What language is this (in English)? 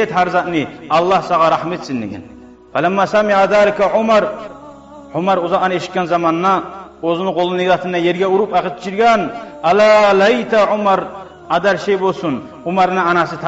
Kumyk